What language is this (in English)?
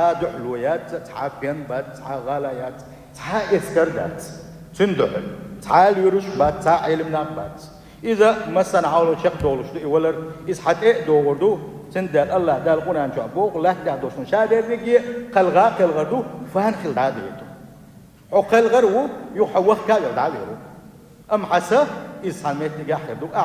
Chechen